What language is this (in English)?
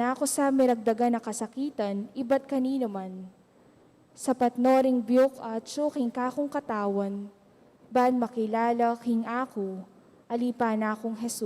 Pampanga